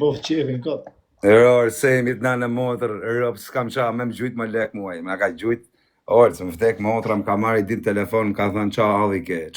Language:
Albanian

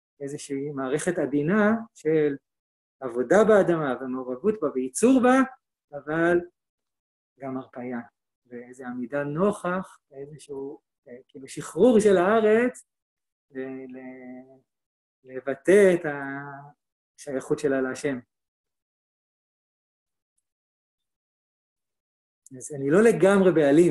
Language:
Hebrew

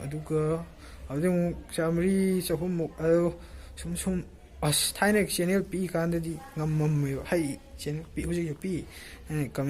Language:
Manipuri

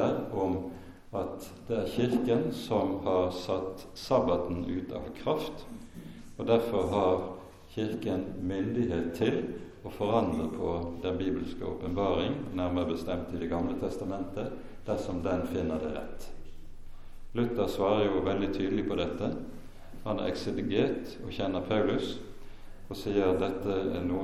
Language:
Norwegian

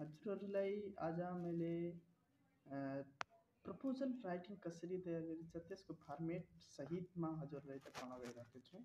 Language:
Nepali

